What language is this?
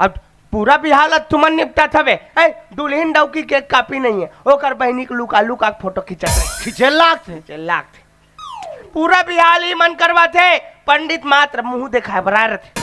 Chhattisgarhi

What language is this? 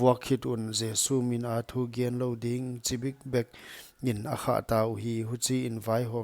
Paite Chin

